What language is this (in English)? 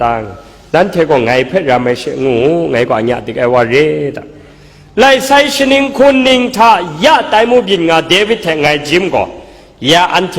Kachin